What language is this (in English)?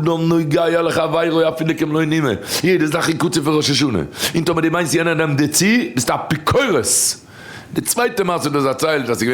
Yiddish